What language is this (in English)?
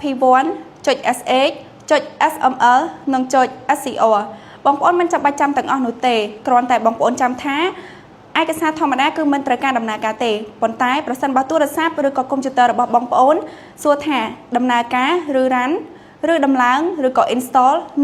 Khmer